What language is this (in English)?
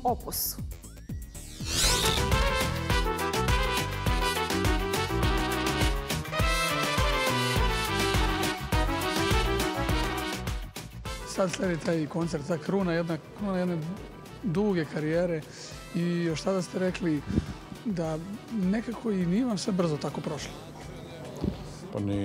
Serbian